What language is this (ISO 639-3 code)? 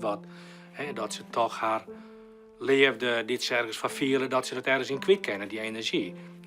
fry